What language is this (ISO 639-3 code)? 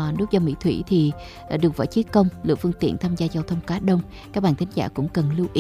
vie